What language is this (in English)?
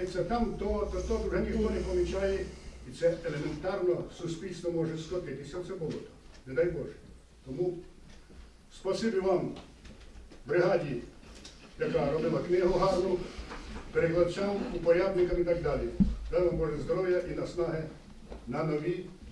Ukrainian